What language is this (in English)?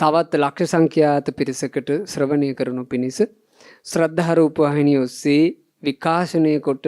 Sinhala